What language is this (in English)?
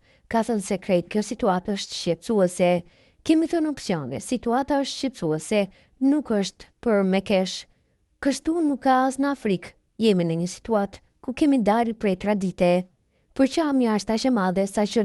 Albanian